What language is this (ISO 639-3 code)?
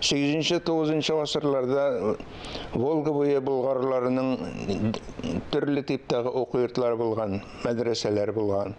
tat